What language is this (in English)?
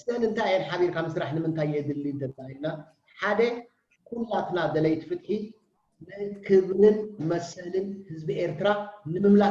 Tigrinya